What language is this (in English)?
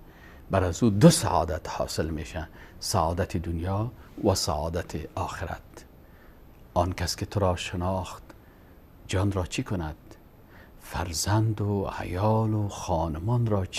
Persian